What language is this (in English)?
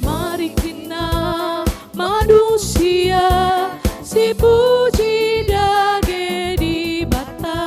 Batak Karo